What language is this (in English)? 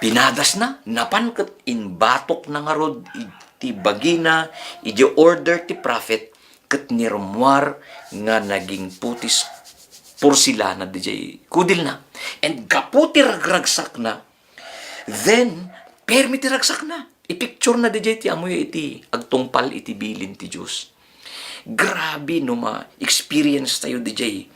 Iloko